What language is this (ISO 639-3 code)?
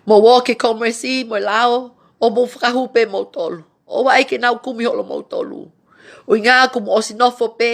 ton